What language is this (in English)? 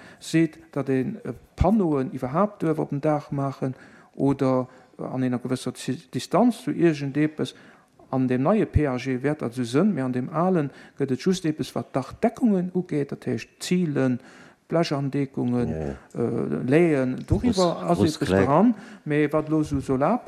Luxembourgish